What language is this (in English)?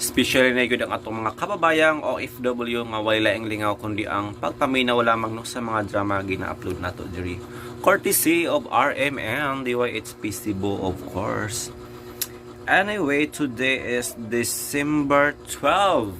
Cebuano